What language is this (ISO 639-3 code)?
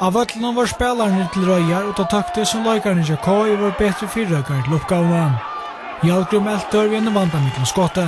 fao